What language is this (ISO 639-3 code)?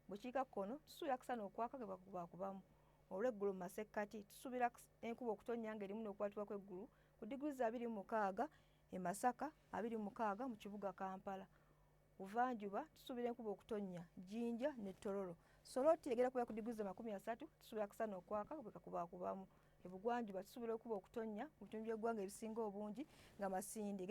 lug